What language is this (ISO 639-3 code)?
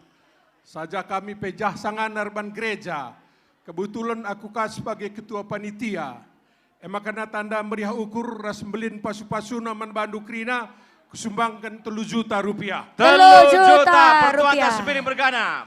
btx